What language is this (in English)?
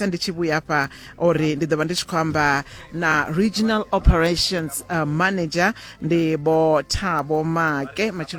Venda